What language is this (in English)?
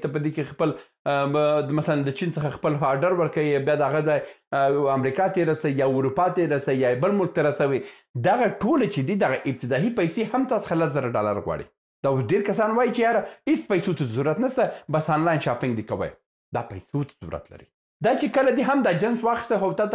Pashto